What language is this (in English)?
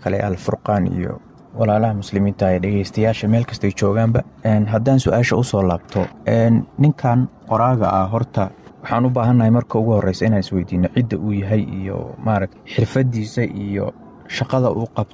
Somali